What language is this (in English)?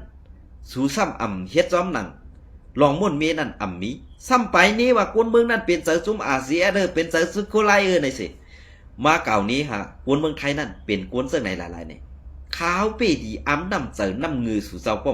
Shan